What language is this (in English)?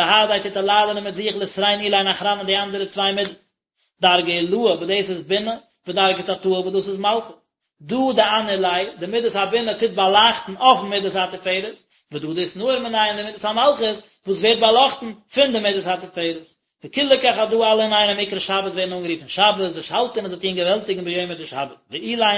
Yiddish